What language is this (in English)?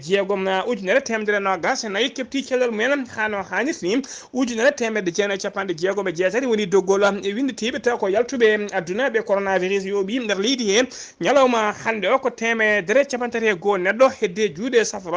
Fula